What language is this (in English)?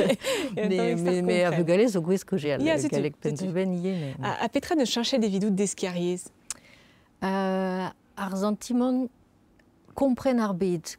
Breton